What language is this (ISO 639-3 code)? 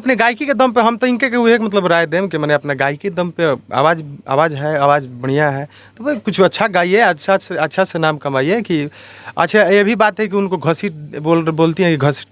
bho